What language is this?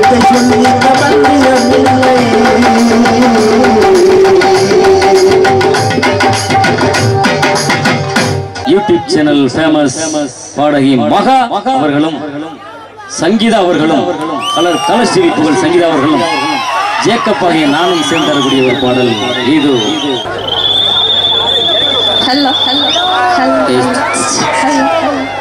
Tamil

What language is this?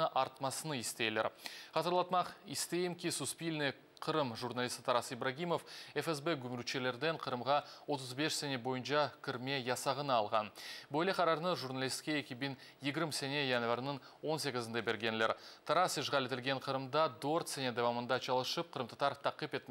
Crimean Tatar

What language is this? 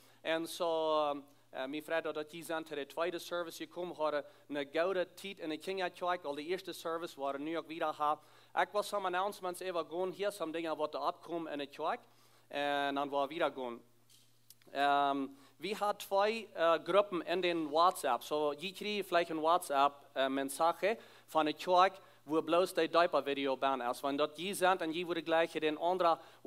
Plautdietsch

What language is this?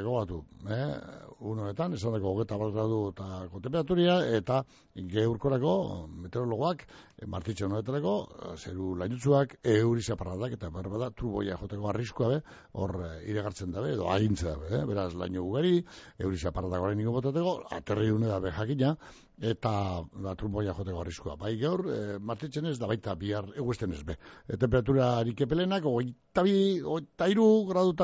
Basque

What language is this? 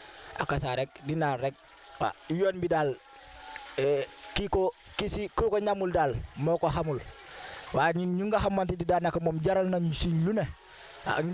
Wolof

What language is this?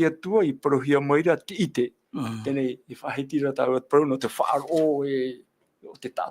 Tahitian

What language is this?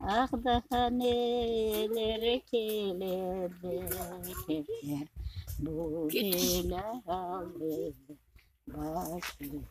Crimean Tatar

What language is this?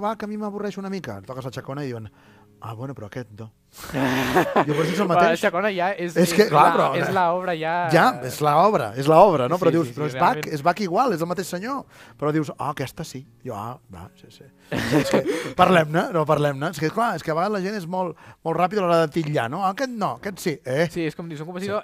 Catalan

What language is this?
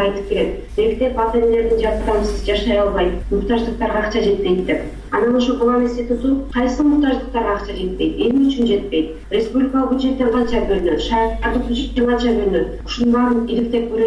Kyrgyz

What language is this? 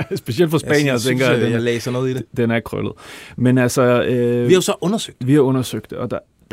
Danish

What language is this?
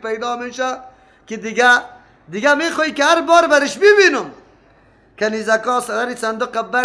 Persian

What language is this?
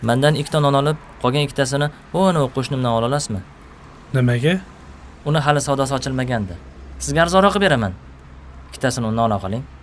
Uzbek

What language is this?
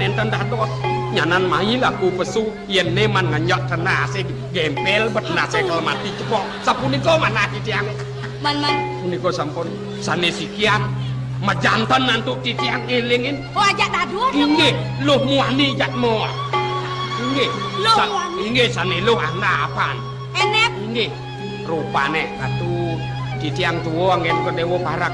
Balinese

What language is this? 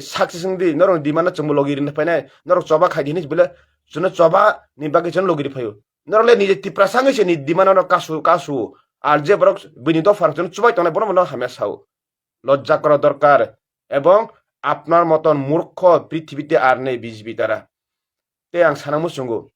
Kok Borok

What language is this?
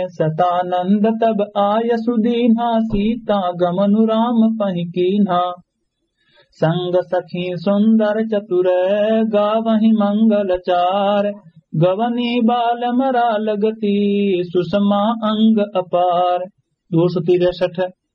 Awadhi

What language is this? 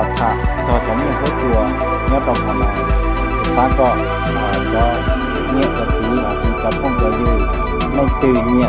Hmong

